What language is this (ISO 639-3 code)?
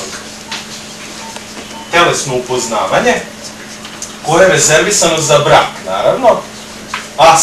srp